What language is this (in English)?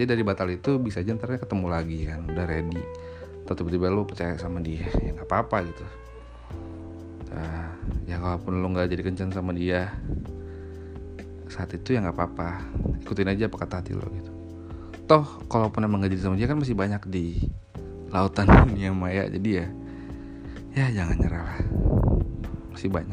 Indonesian